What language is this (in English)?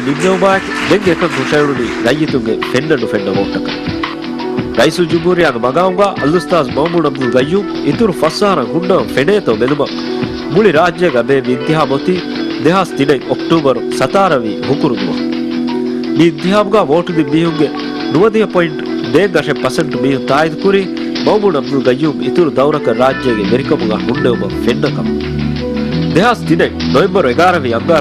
Divehi